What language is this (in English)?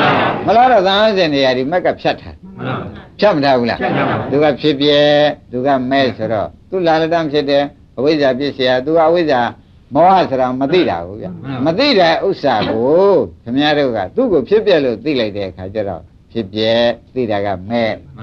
Burmese